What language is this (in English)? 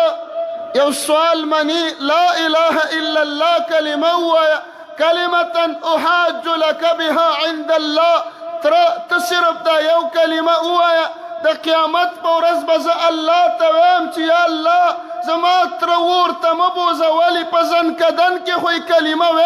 Pashto